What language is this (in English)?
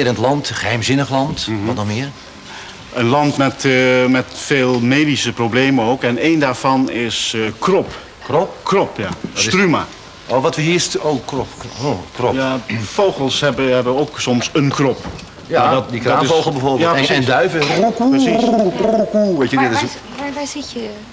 Dutch